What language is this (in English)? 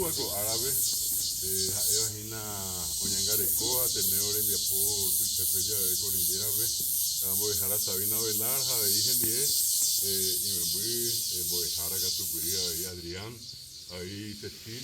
Guarani